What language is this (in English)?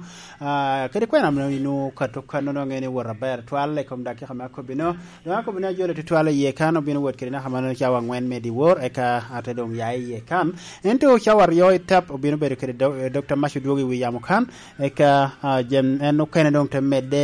Lango (Uganda)